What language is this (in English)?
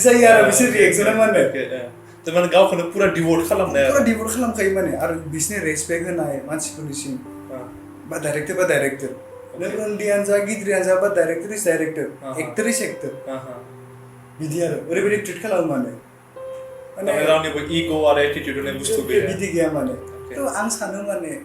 Bodo